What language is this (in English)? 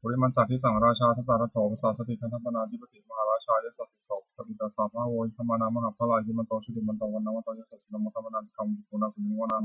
Pali